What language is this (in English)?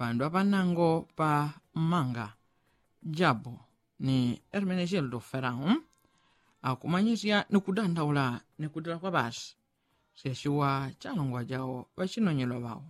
Yao